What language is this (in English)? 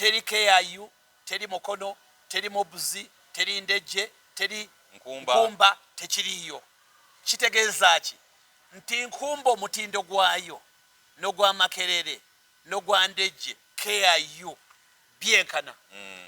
Ganda